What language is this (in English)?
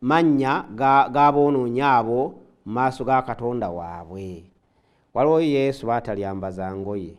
Ganda